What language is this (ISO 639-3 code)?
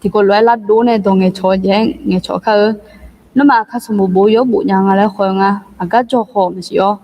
ahk